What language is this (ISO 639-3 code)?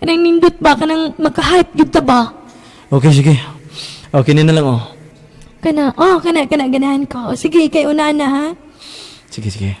ceb